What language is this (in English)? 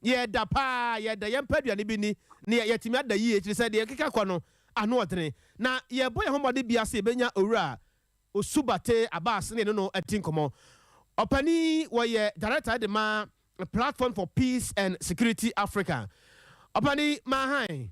Akan